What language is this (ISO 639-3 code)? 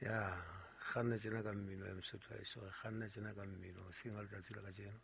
sot